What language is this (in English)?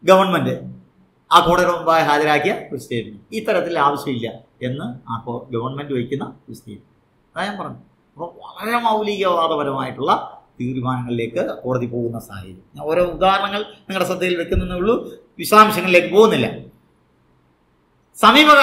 Malayalam